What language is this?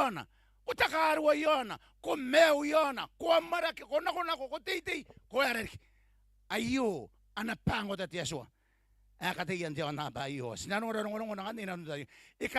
Gilbertese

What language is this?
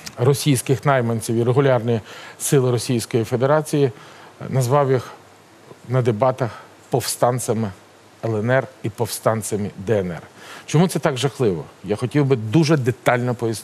Ukrainian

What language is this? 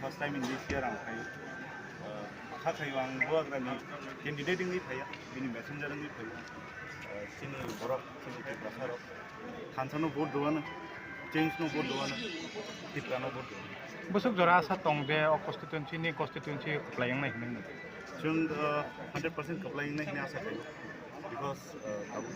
Riang (India)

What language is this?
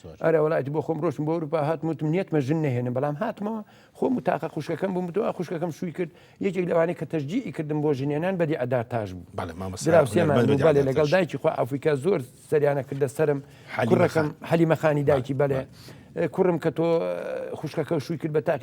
Central Kurdish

